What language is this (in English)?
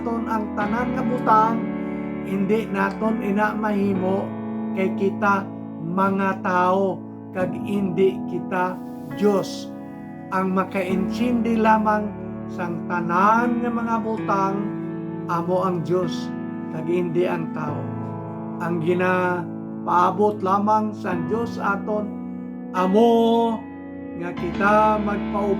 Hiligaynon